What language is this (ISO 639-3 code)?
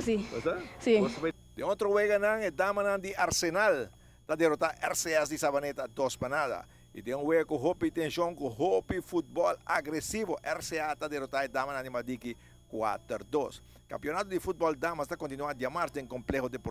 pap